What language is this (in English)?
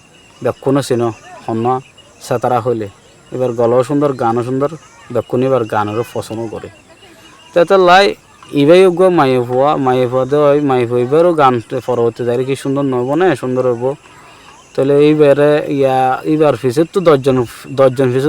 Rohingya